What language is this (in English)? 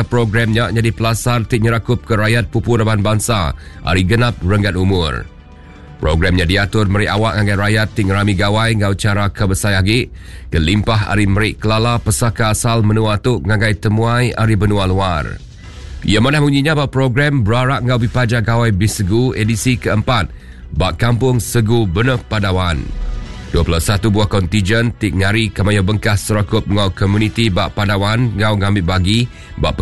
Iban